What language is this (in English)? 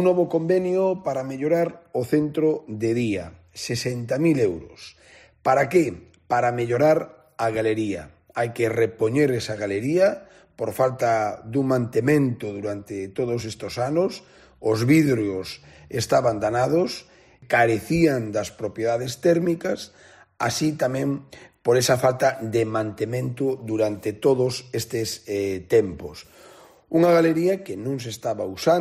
Galician